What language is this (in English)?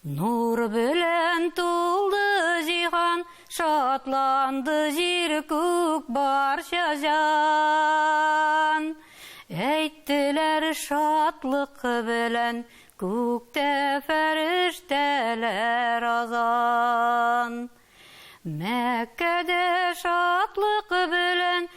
Tatar